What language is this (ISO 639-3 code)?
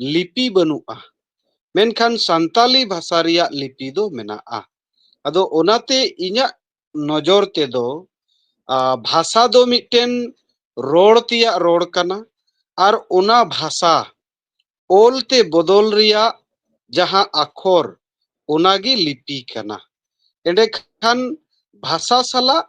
sat